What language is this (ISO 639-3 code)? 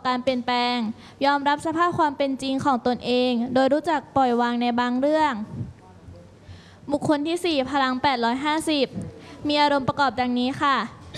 tha